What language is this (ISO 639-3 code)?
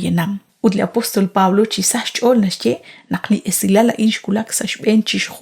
kek